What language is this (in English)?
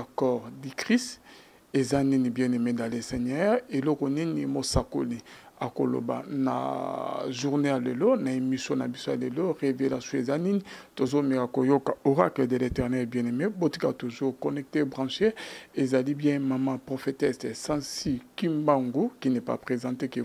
Lingala